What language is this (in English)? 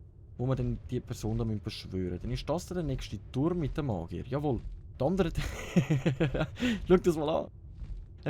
Swiss German